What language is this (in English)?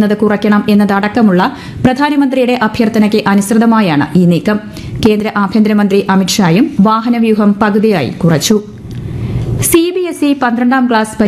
Malayalam